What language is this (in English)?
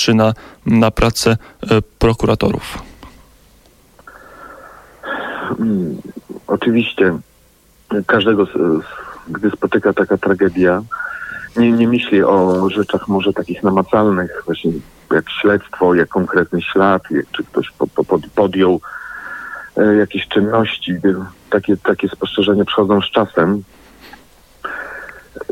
Polish